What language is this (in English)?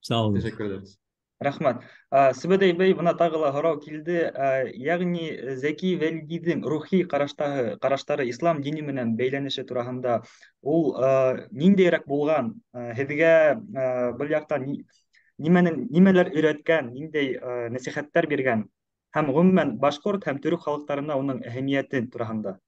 Bashkir